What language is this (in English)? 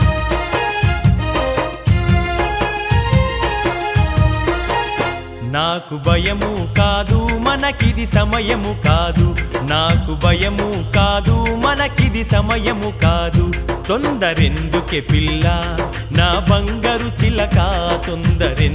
Telugu